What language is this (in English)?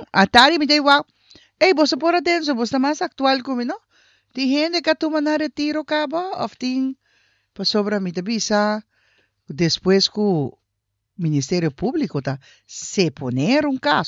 Papiamento